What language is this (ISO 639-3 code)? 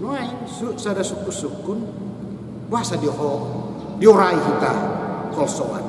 bbc